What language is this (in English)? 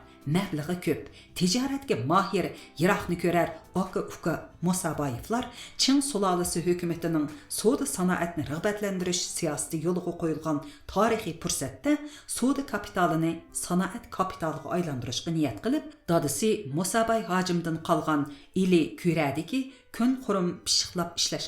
Uyghur